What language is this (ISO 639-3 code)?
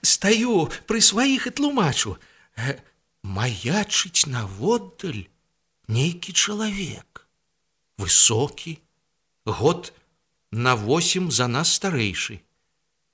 bel